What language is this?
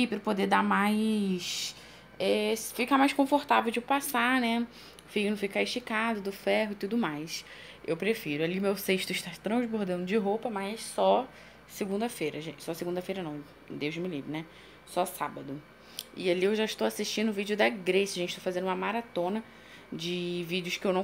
Portuguese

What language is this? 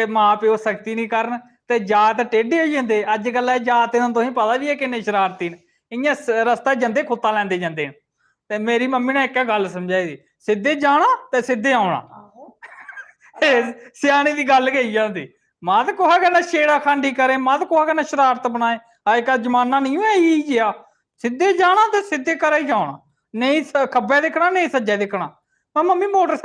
Dogri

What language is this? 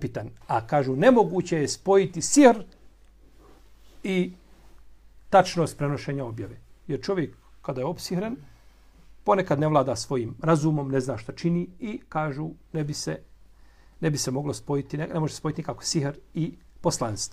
Bosnian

